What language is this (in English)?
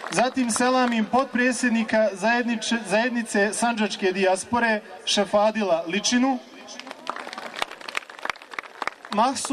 Bosnian